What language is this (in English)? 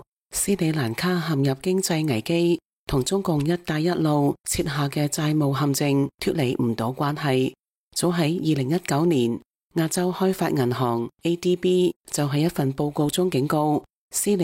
Cantonese